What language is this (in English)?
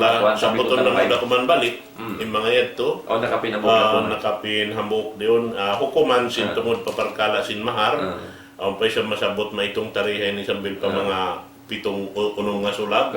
Tausug